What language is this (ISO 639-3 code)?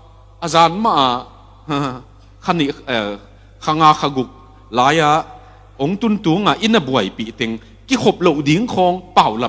ctd